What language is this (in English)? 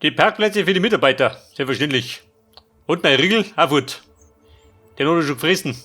Bavarian